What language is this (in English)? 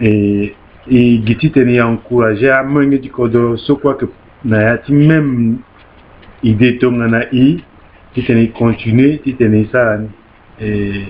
Sango